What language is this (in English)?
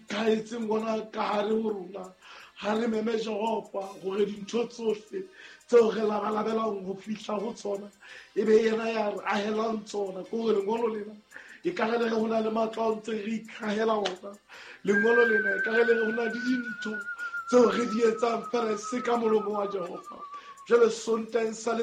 Southern Sotho